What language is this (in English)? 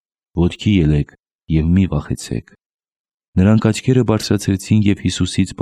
Armenian